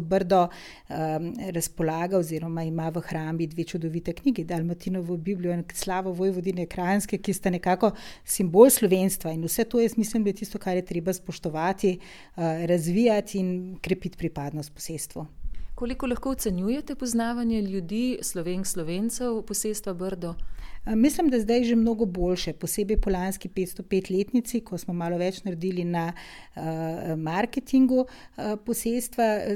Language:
Slovenian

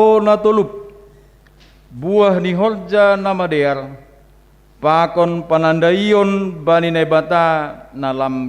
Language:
Batak Simalungun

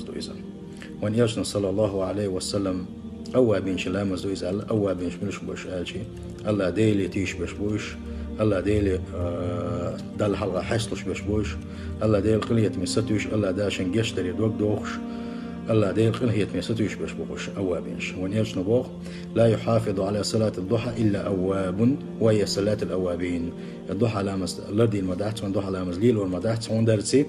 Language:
Chechen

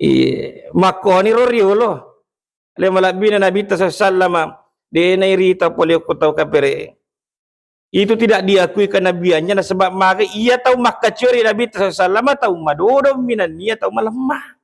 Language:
Buginese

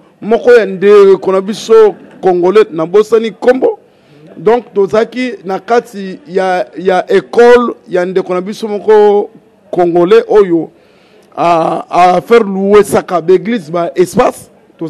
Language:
Lingala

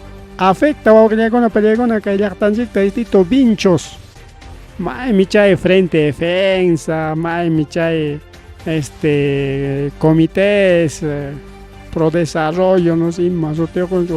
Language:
Ayacucho Quechua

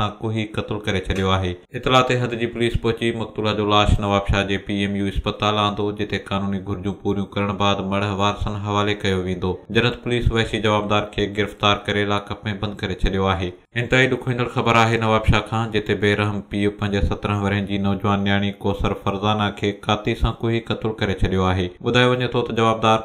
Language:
Sindhi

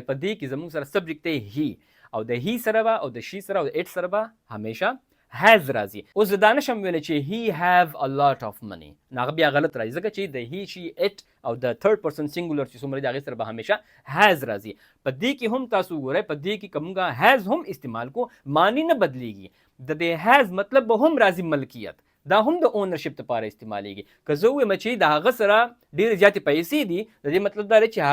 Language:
Pashto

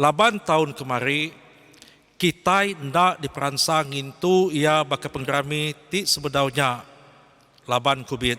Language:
Iban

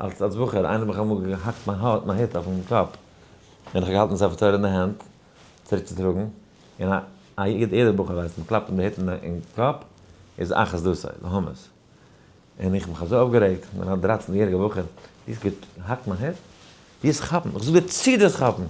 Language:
Yiddish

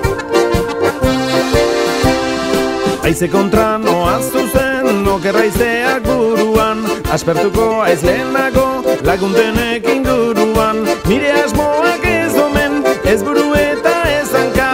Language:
Basque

